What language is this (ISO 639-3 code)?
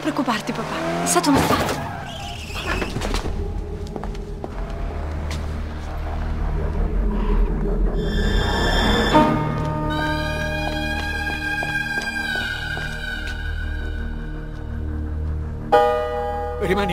ita